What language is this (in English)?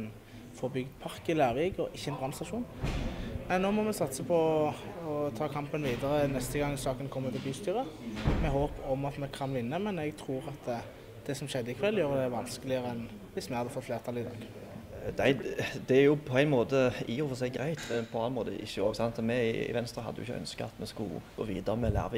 Norwegian